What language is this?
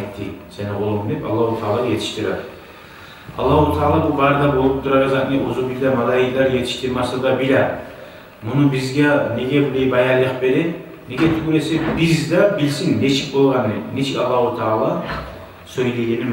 Kumyk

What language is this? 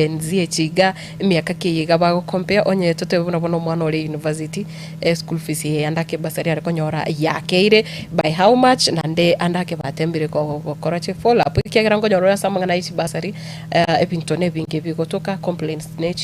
Gusii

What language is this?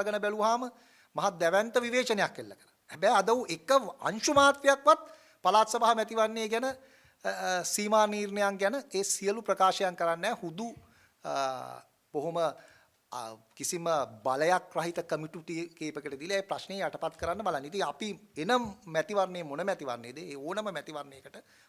Sinhala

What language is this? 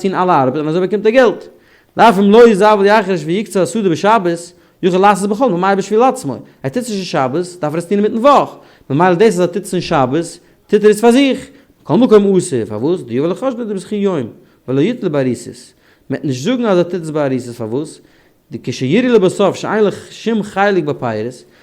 Yiddish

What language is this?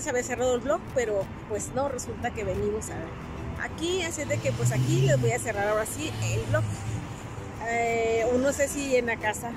Spanish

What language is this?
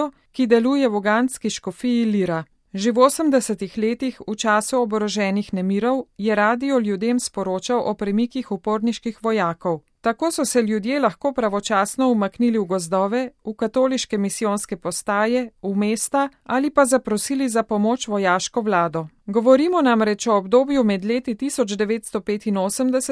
Slovenian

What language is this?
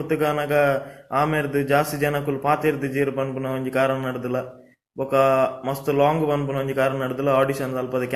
Tulu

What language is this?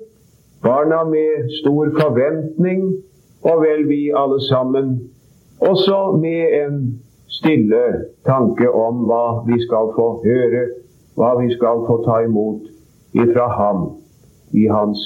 Norwegian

